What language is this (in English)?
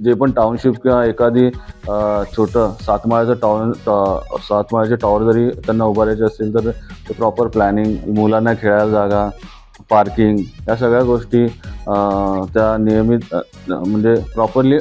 Marathi